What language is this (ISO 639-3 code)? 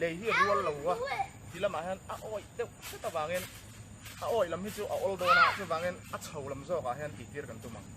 lus